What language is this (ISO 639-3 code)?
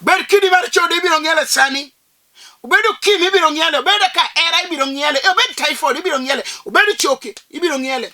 luo